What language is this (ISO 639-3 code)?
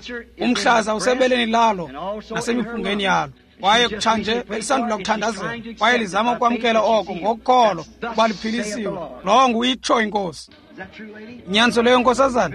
xho